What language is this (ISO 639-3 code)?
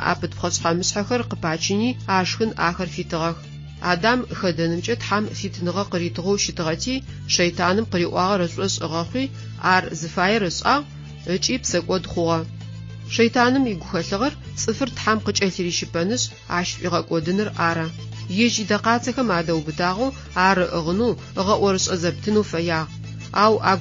ady